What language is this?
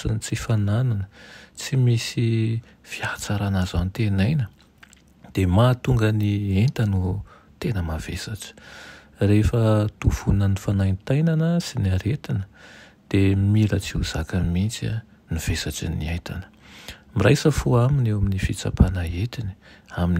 Malagasy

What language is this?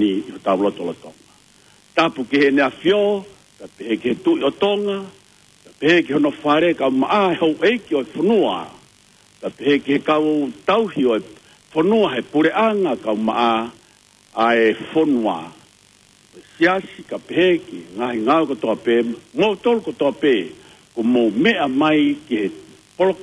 Tongan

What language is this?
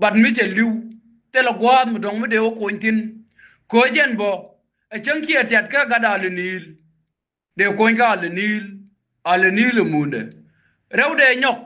Nuer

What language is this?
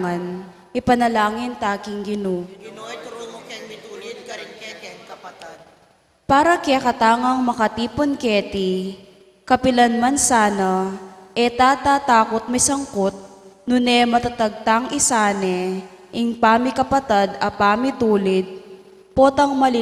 Pampanga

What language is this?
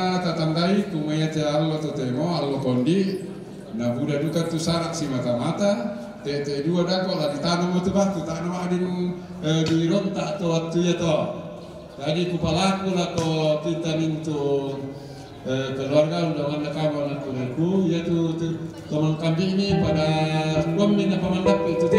Toraja-Sa'dan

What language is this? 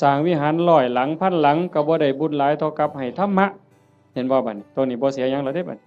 Northeastern Thai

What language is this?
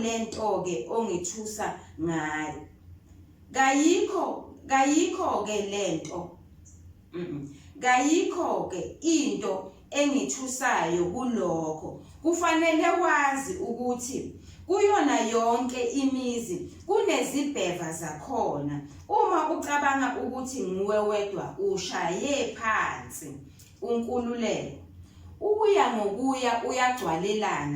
Zulu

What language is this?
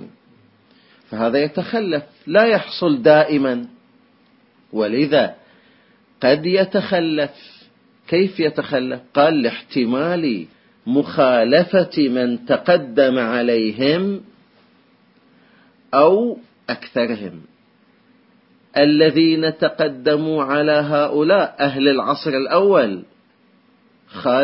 Arabic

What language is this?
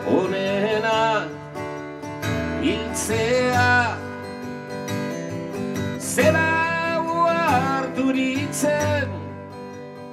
Basque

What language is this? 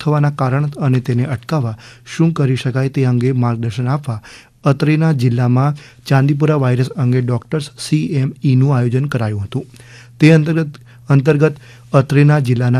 Gujarati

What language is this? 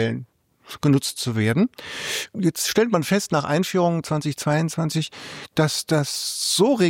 German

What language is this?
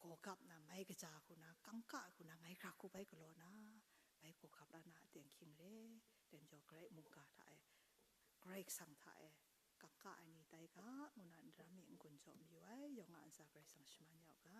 Kachin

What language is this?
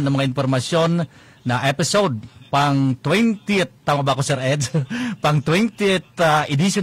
Bikol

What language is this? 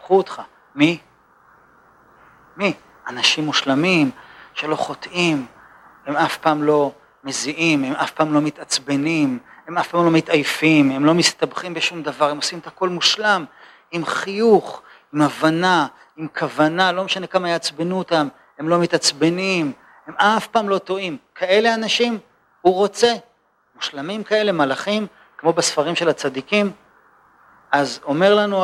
Hebrew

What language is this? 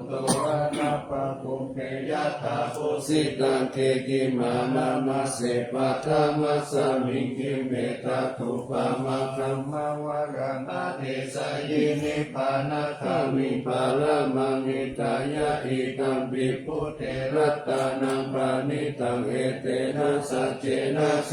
Pali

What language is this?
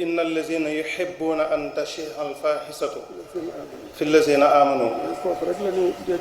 Wolof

